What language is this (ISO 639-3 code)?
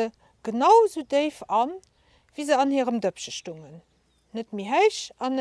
ltz